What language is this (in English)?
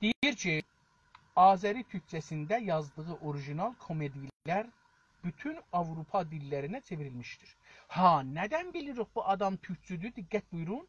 South Azerbaijani